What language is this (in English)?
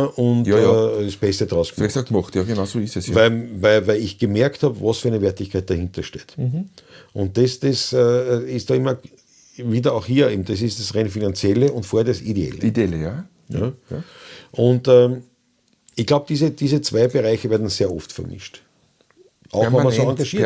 Bavarian